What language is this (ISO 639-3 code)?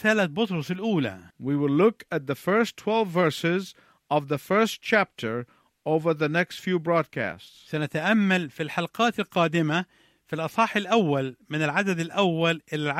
ara